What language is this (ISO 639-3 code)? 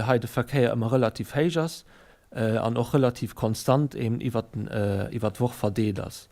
ltz